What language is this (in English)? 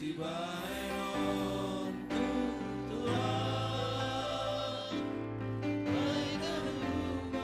Batak Simalungun